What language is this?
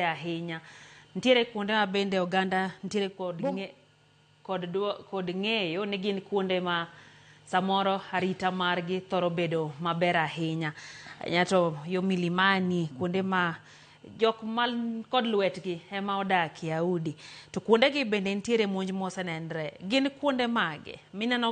Luo (Kenya and Tanzania)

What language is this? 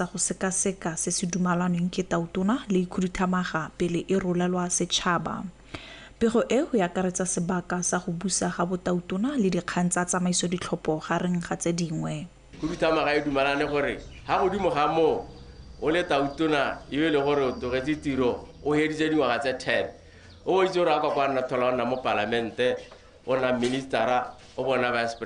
Tswana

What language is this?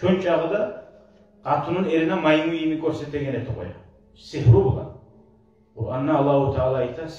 Kumyk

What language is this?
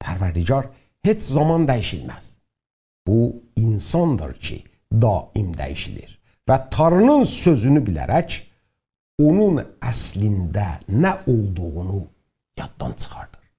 South Azerbaijani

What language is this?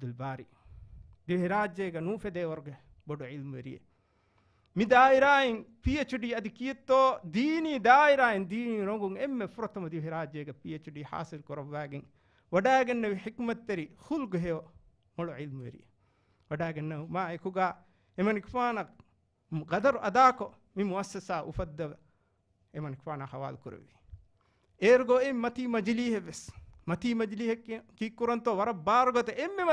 Divehi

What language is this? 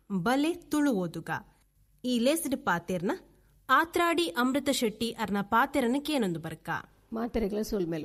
Tulu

